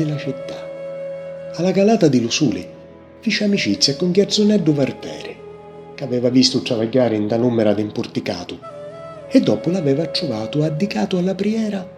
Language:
Sicilian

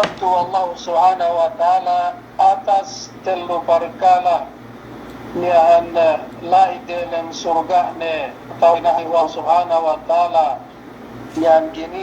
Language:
Yakan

